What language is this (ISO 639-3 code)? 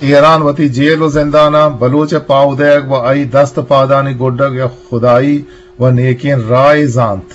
bgp